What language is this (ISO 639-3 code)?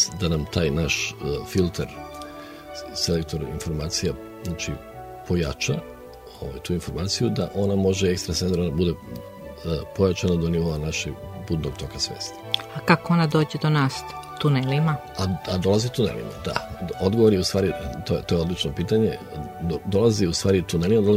srp